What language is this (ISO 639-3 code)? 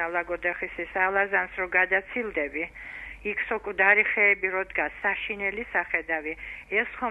kat